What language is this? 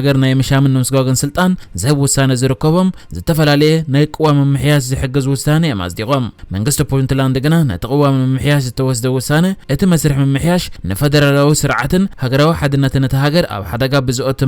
Tigrinya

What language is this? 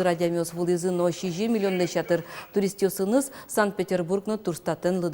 Udmurt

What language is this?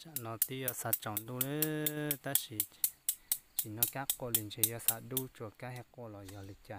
Hmong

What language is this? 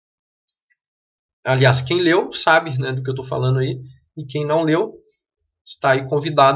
Portuguese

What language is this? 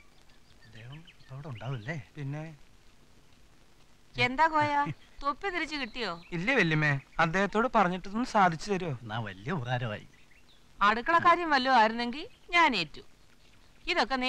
Malayalam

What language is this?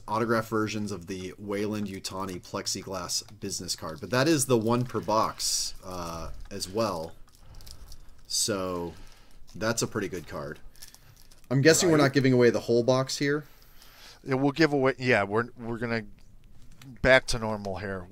English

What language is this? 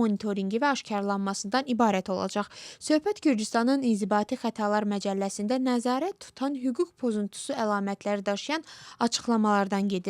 Azerbaijani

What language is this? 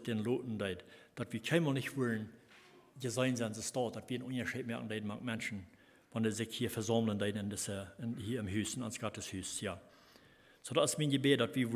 Plautdietsch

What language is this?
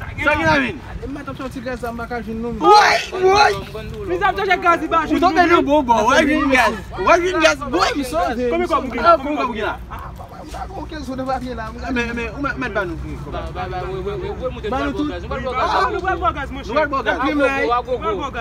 Haitian Creole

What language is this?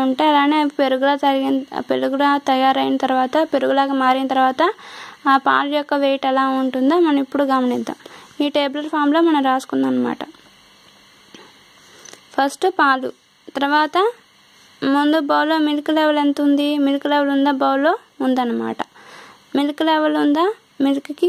Telugu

